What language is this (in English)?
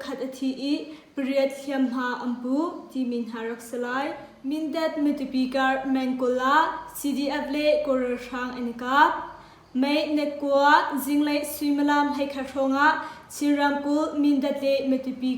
Hakha Chin